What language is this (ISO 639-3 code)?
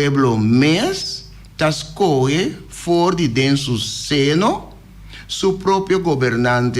pap